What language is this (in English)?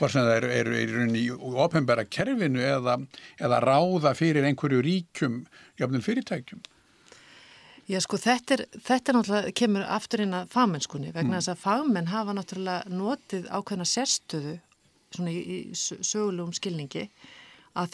Icelandic